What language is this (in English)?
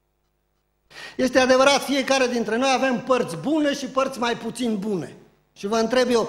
Romanian